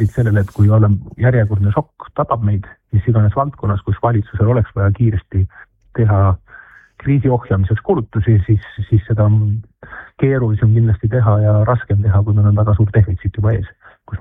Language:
Estonian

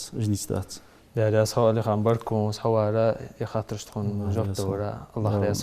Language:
Ingush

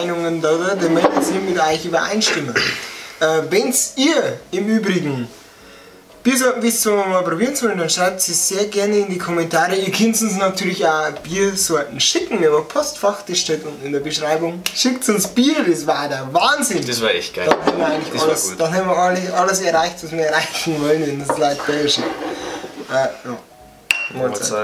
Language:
Bavarian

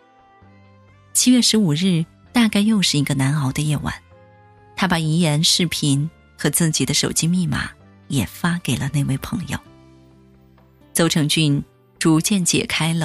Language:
Chinese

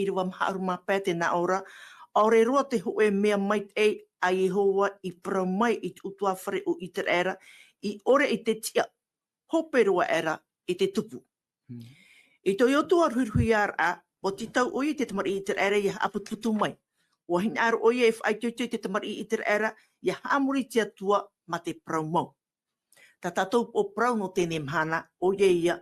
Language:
Tahitian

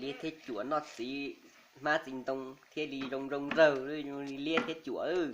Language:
Hmong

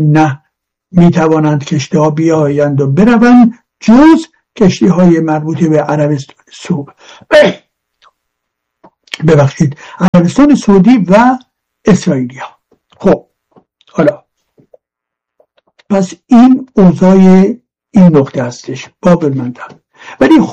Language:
Persian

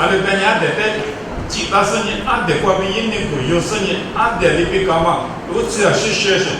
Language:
Lisu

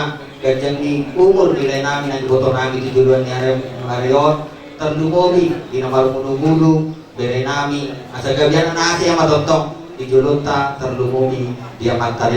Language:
Batak Toba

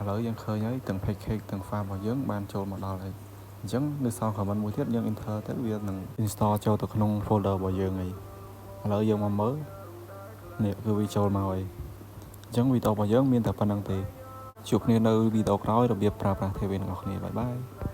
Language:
Khmer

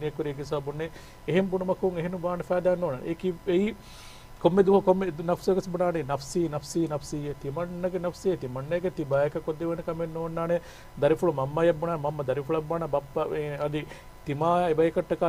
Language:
Divehi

